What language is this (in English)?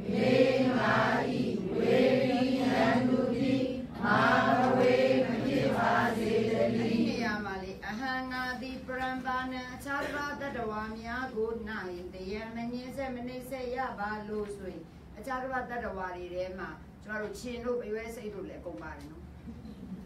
Burmese